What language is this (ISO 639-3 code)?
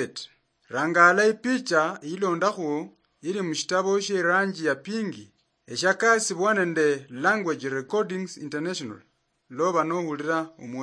luy